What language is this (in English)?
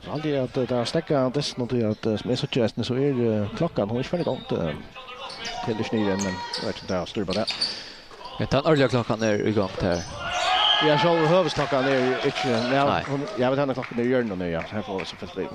Faroese